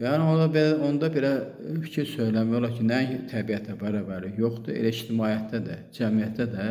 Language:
Azerbaijani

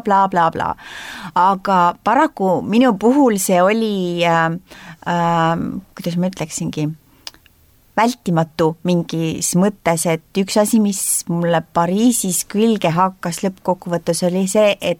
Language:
Estonian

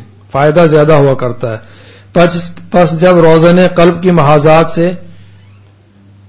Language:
Urdu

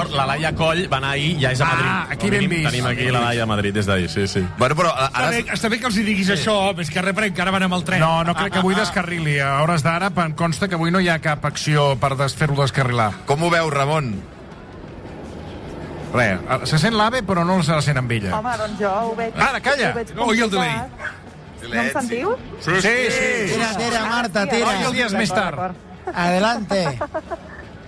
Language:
Catalan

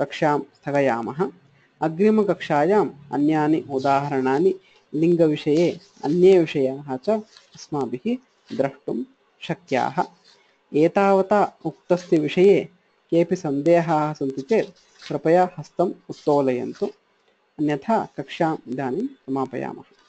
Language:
Sanskrit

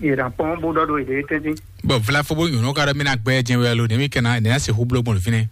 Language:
Fon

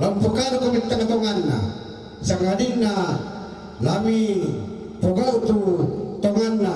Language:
Toraja-Sa'dan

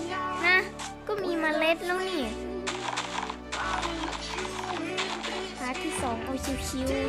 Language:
Thai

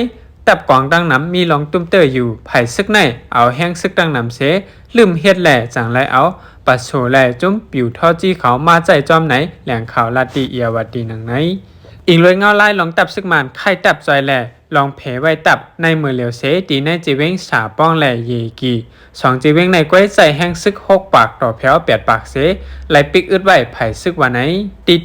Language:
Shan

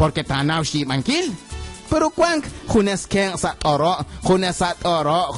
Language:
Kekchí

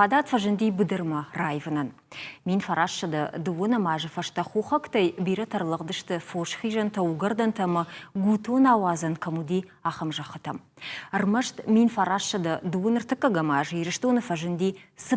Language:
Ossetic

